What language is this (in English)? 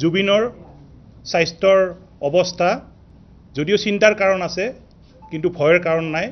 Assamese